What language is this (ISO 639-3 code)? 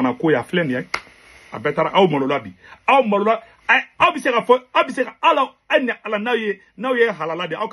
bam